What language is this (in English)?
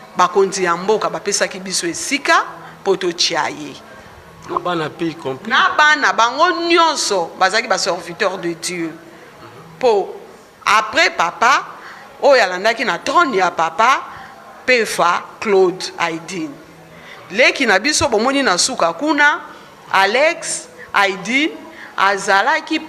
Lingala